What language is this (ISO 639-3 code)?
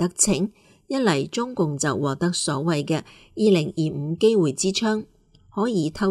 yue